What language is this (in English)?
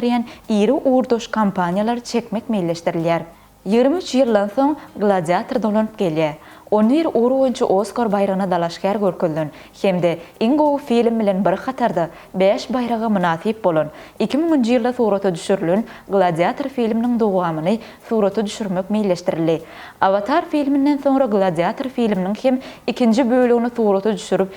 Turkmen